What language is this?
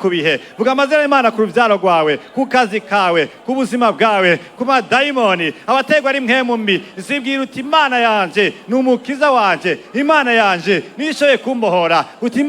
Rundi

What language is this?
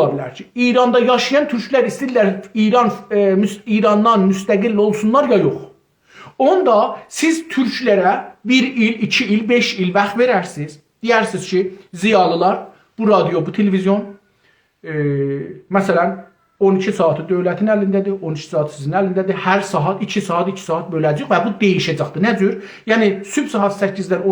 South Azerbaijani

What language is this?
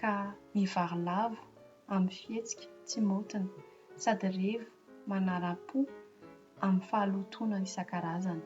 Malagasy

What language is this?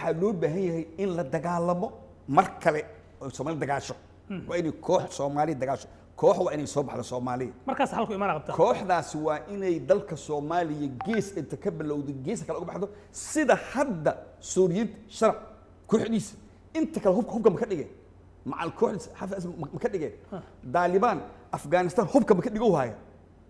Somali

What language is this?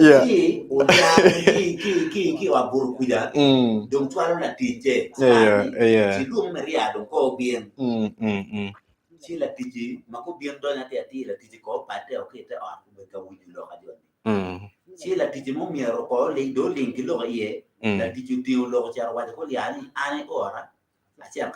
Acoli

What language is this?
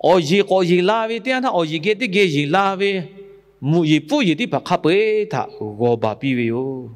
Lahu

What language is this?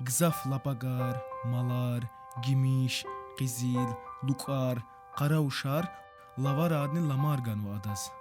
Lezghian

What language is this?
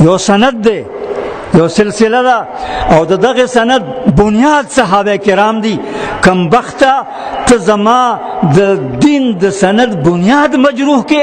Pashto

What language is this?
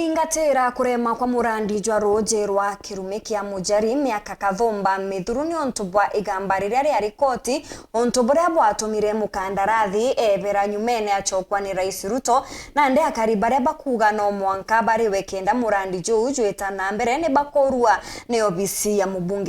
Meru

